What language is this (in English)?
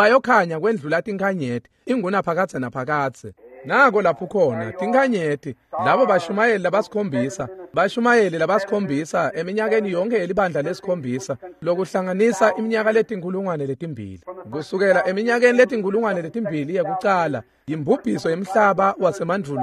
Swati